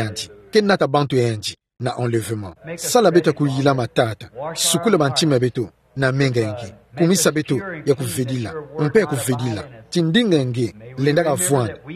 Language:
Kituba (Democratic Republic of Congo)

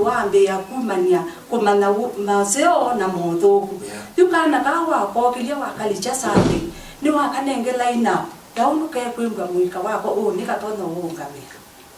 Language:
Kamba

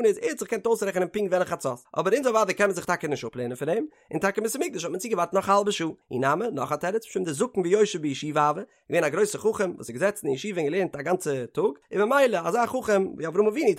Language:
Yiddish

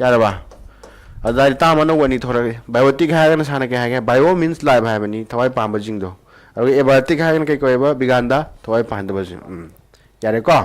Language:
Manipuri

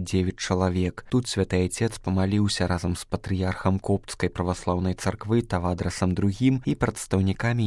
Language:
Belarusian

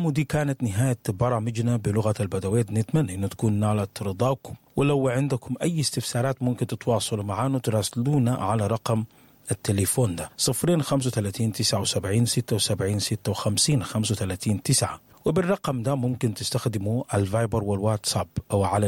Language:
Sudanese Arabic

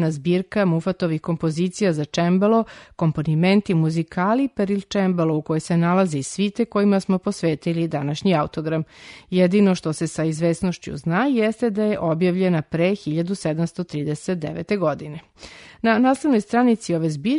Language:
Serbian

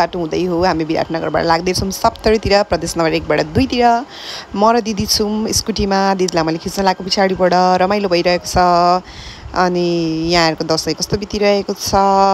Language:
Nepali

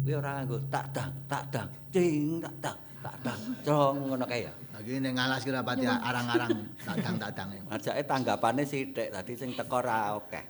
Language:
Javanese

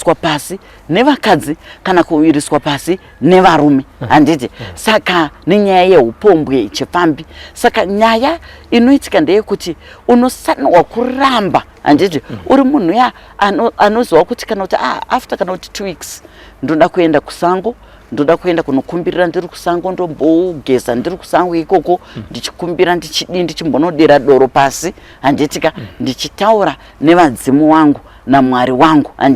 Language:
Shona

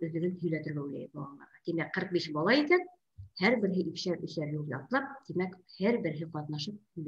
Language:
Bashkir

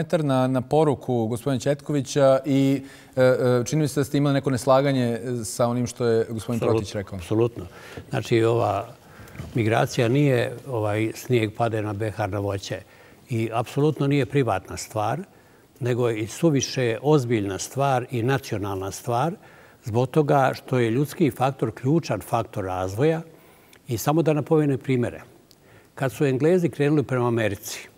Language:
Bosnian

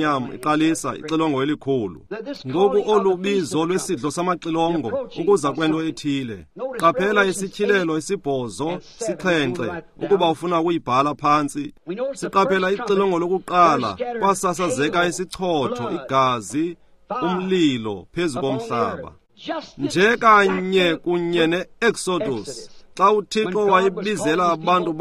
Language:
Xhosa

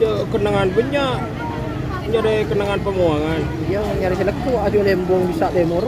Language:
Madurese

